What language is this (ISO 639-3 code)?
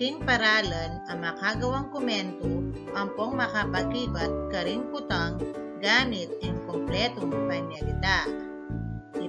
pam